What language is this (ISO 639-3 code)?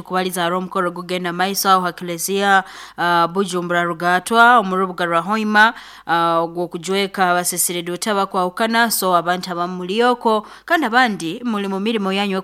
nyn